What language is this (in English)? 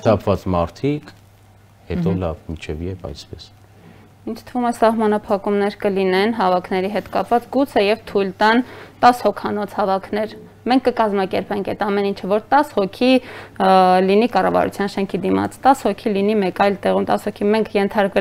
Armenian